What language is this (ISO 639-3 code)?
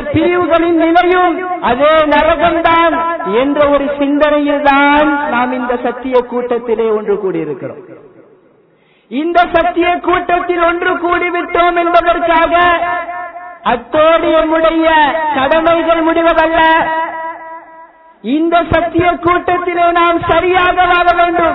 tam